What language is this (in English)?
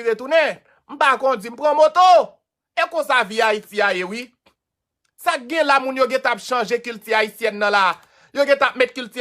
Haitian Creole